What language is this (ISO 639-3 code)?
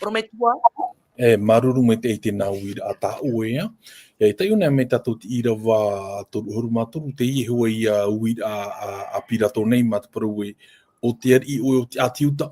tah